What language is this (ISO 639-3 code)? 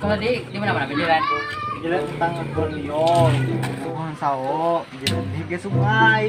bjn